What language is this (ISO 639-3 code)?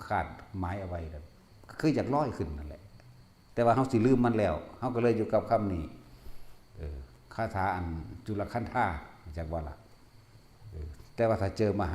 tts